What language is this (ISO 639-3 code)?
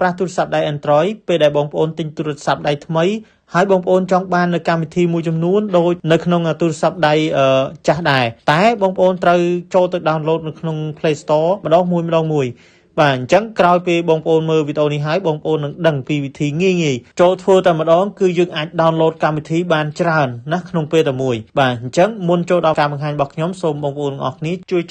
khm